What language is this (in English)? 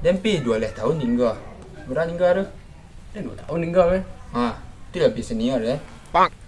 Minangkabau